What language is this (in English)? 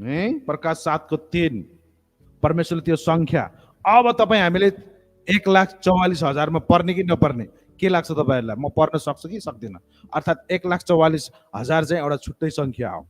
Nepali